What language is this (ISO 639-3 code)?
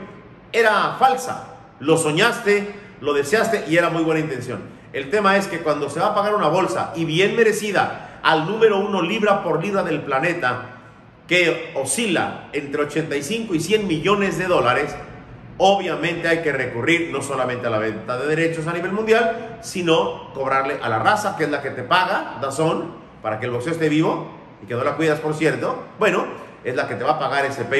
spa